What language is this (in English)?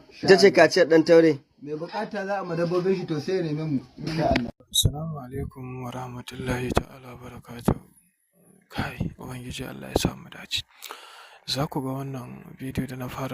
Hausa